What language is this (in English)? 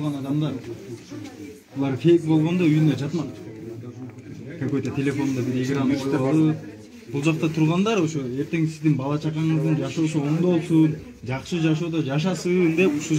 Kyrgyz